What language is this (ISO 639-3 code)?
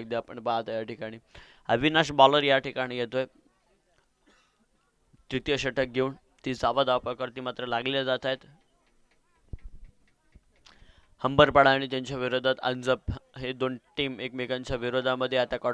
mar